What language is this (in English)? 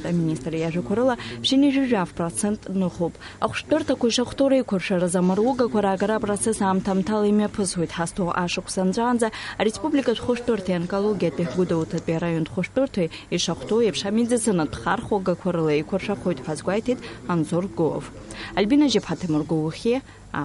Abkhazian